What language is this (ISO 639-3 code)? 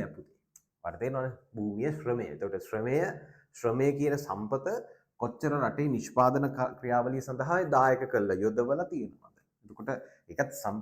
sin